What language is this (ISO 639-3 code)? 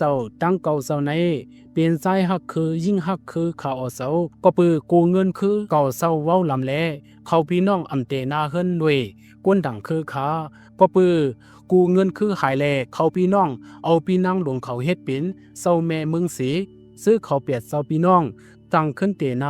shn